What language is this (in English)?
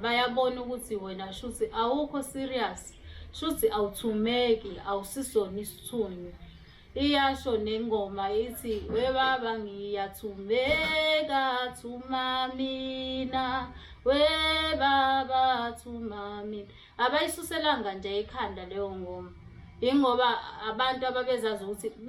Zulu